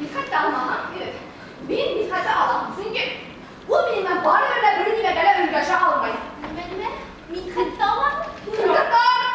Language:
Bashkir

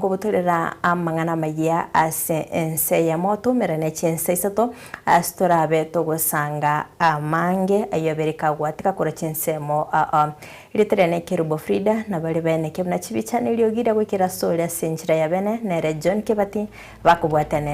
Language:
Gusii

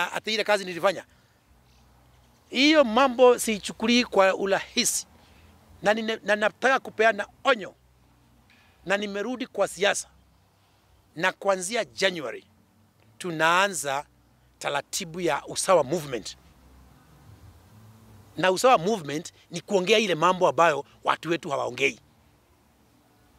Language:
Swahili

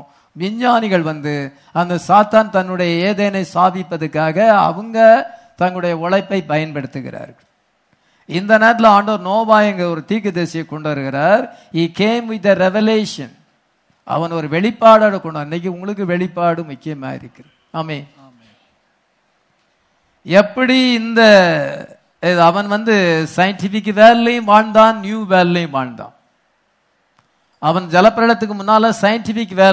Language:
Tamil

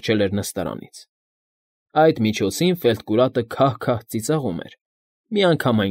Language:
Armenian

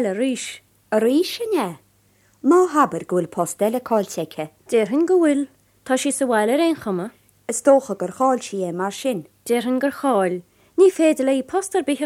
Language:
Irish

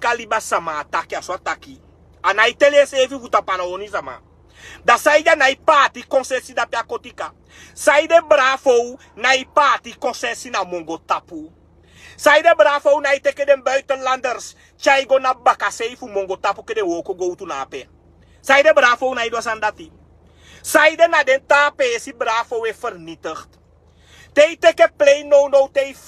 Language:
Sranan Tongo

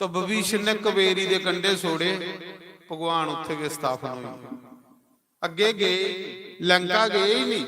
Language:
Dogri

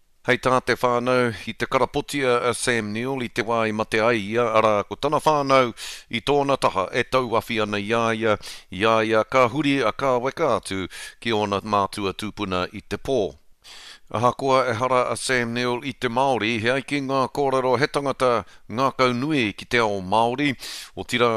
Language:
Māori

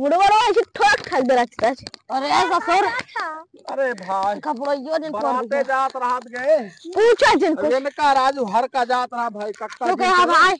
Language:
Awadhi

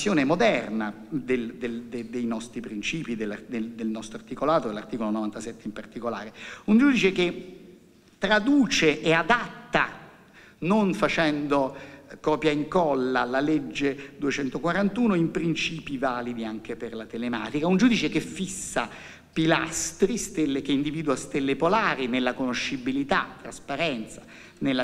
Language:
Italian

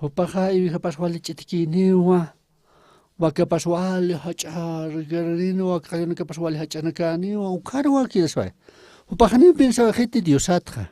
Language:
Aymara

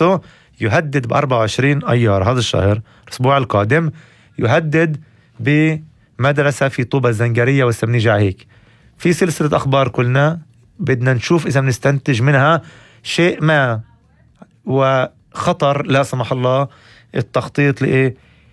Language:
North Levantine Arabic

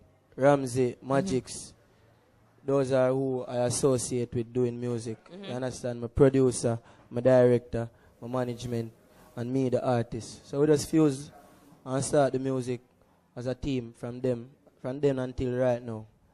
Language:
Jamaican Creole English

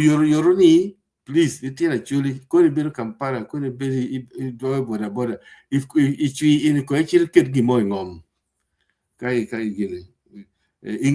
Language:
Acoli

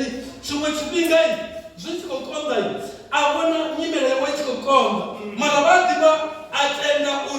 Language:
Venda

